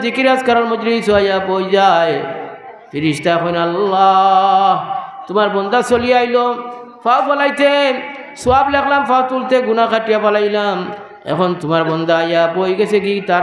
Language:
Sylheti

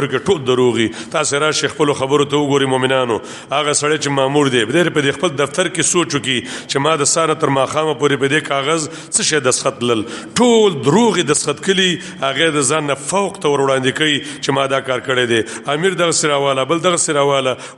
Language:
Pashto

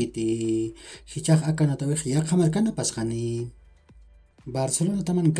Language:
Aymara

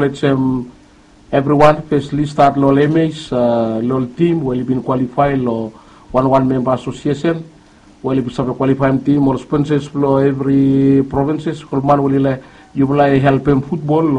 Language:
Bislama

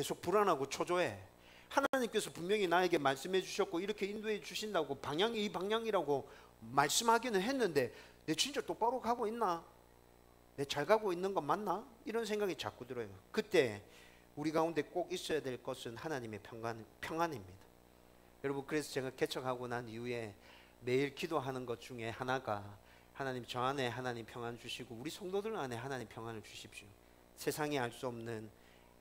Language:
Korean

